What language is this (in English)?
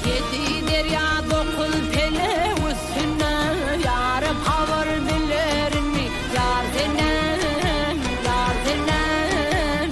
Turkmen